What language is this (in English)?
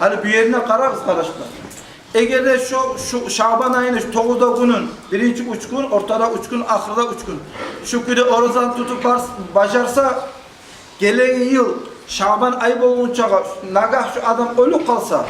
Kumyk